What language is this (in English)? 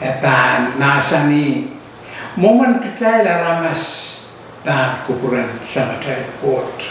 Pohnpeian